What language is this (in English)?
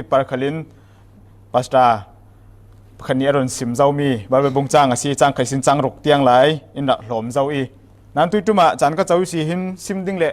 Falam Chin